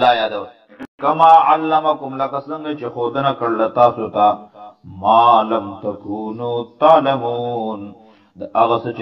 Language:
Pashto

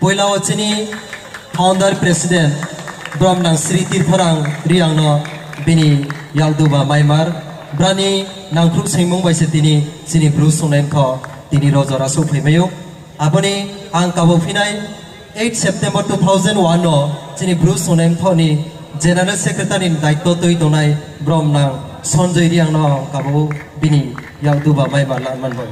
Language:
Riang (India)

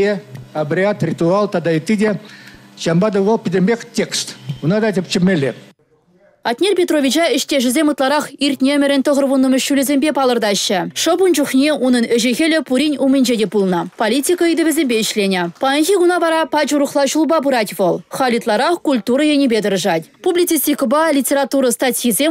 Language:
Chuvash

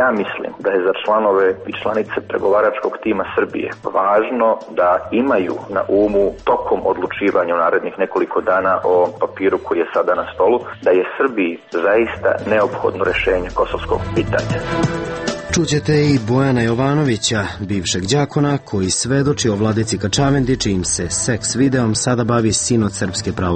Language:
Serbian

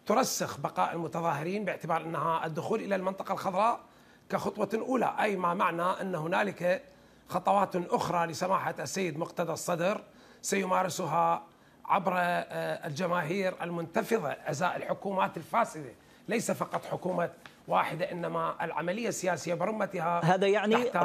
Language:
Arabic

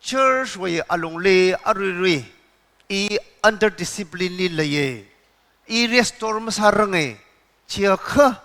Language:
Tangkhul Naga (India)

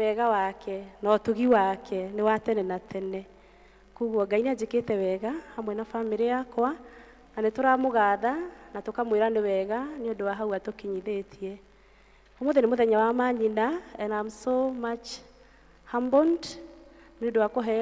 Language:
Kikuyu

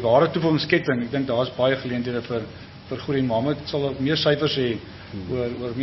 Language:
Afrikaans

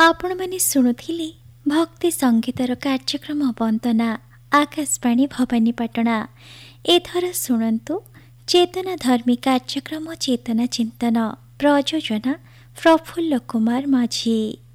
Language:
Odia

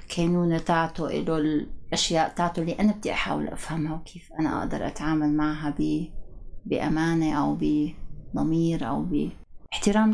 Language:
North Levantine Arabic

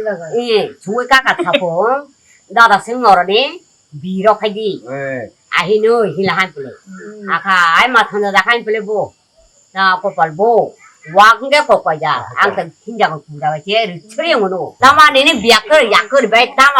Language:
Kok Borok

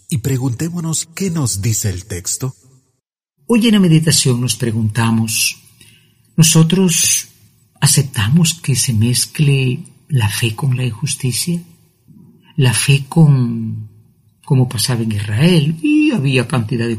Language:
Spanish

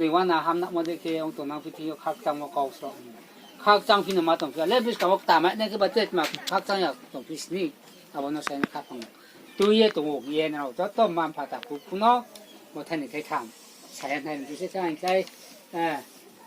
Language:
Riang (India)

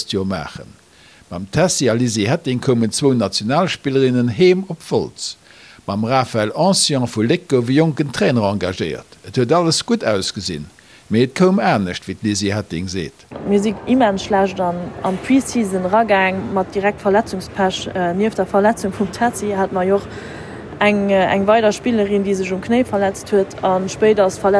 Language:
Luxembourgish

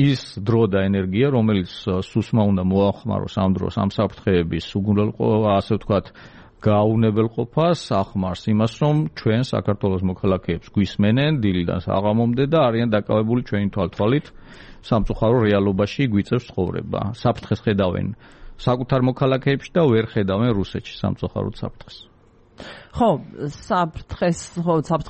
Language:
Georgian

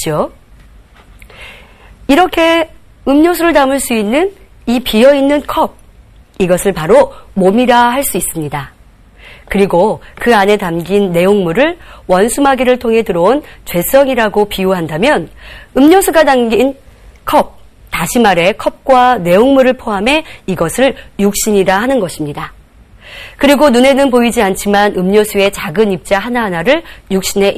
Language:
Korean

